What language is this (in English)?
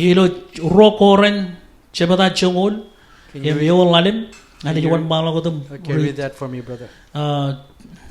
Marshallese